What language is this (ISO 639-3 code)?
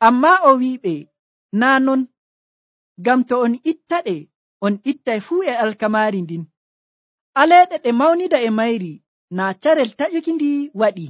fuv